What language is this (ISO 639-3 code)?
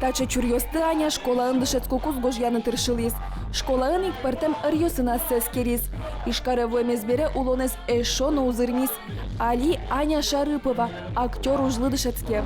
udm